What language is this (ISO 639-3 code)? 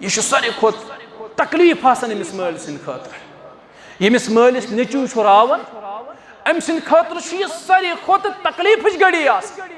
kas